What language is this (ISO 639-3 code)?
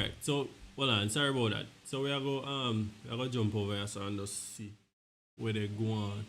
jam